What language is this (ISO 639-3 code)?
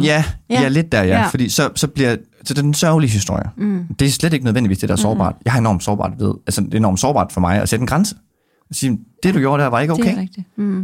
dan